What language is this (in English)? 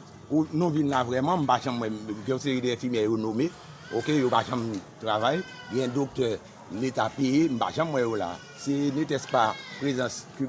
Haitian Creole